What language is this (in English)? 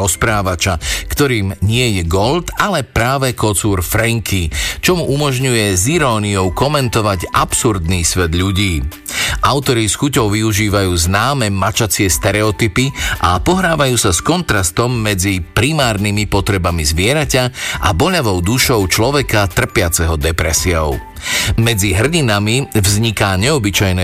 Slovak